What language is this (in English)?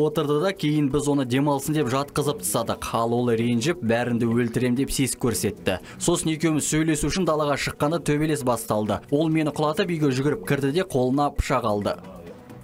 Kazakh